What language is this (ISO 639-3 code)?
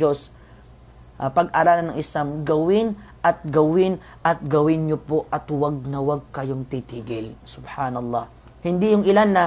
mrw